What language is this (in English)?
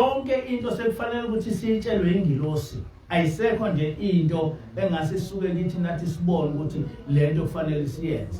Zulu